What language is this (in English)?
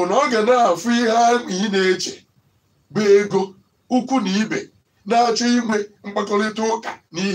Igbo